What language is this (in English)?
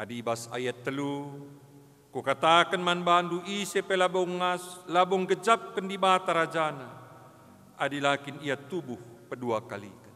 Batak Karo